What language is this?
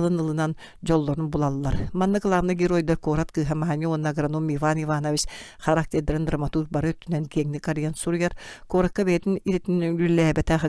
Yakut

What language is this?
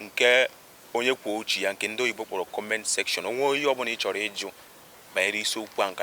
Igbo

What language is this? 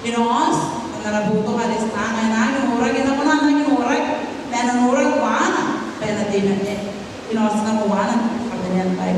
Gilbertese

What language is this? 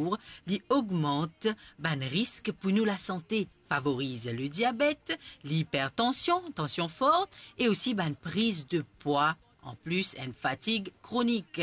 Morisyen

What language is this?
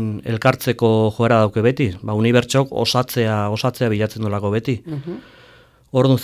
Basque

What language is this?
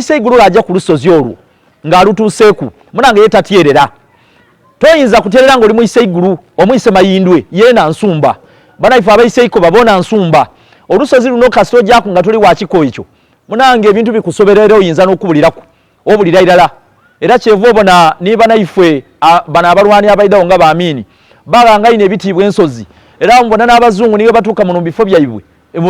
Soga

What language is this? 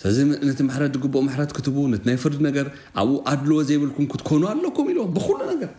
Tigrinya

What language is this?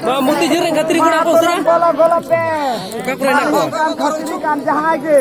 Santali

